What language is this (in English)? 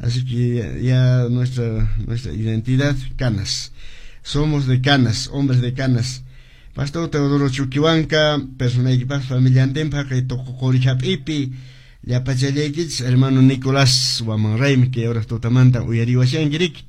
Quechua